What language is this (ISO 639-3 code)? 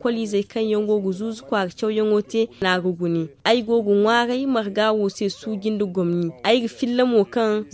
dje